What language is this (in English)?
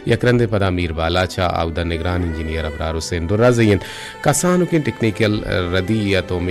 Baluchi